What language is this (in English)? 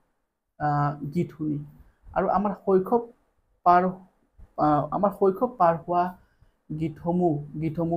Assamese